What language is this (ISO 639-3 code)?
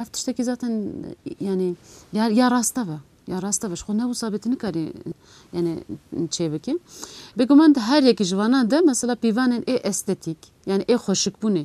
kur